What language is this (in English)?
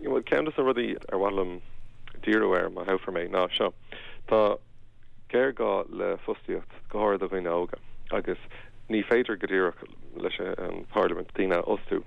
Irish